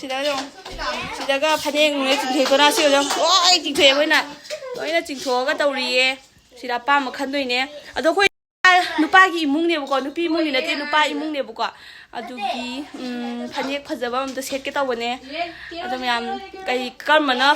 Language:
Manipuri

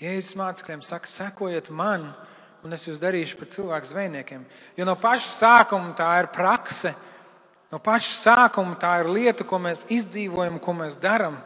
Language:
Latvian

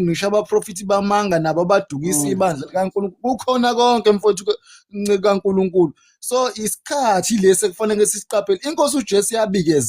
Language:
Zulu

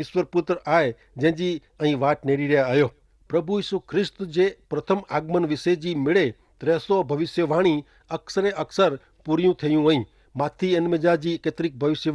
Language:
Kachhi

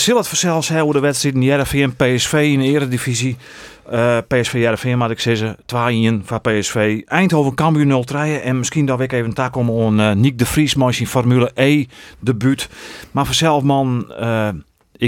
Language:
Western Frisian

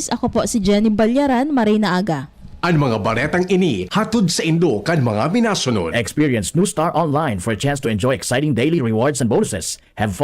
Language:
Bikol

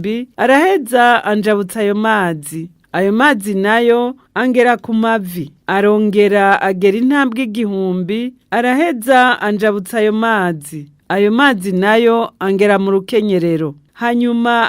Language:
Rundi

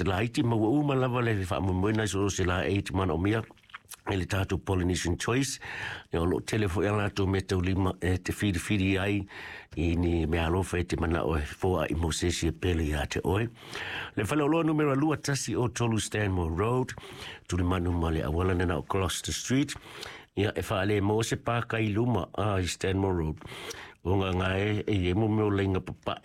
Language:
Samoan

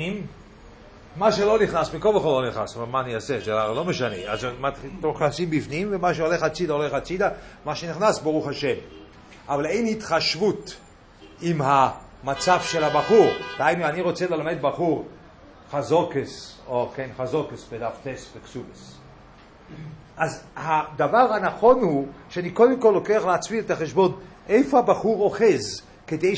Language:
Hebrew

